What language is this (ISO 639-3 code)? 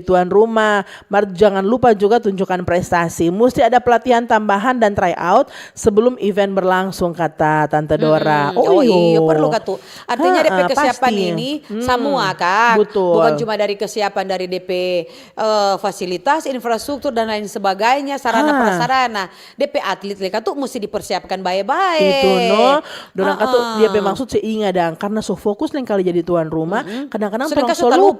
xmm